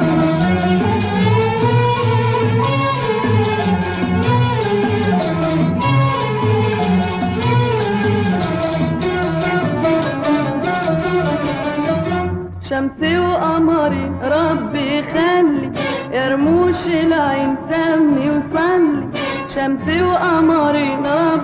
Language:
Egyptian Arabic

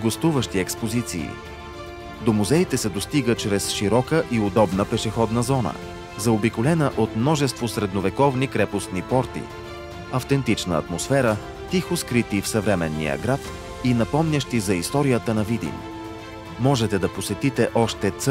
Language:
Bulgarian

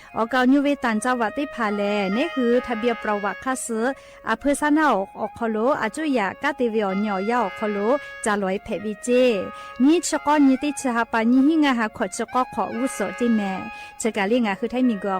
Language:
Lahu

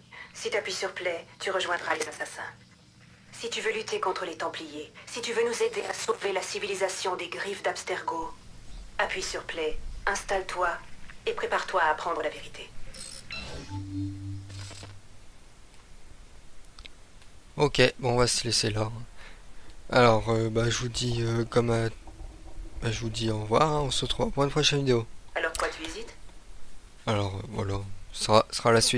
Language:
French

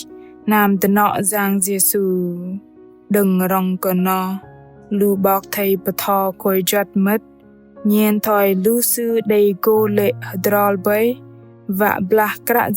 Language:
Bahnar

